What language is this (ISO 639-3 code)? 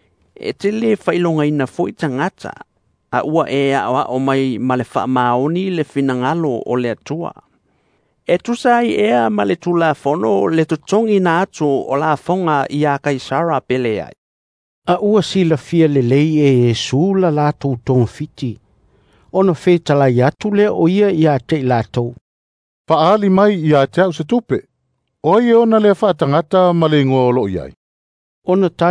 smo